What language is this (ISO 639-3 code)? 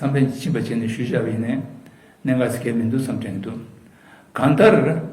bod